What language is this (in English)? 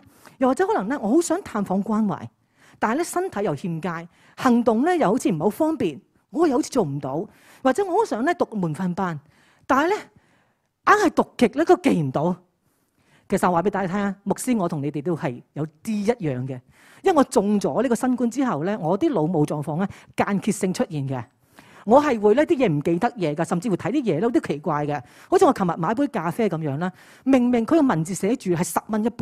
Cantonese